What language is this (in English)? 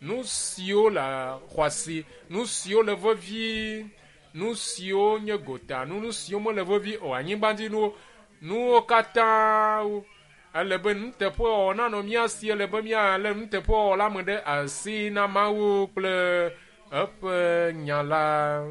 Ewe